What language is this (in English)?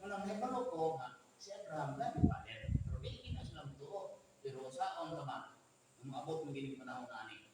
Cebuano